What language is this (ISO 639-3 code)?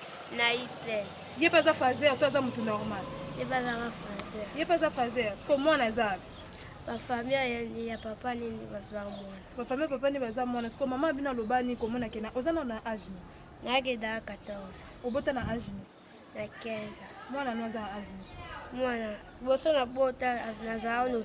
lin